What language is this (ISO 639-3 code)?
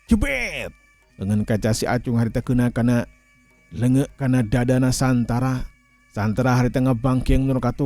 sun